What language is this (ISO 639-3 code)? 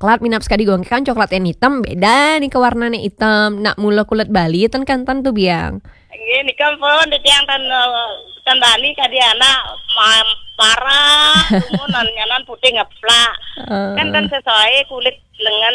ban